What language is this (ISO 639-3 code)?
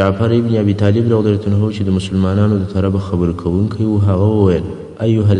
pus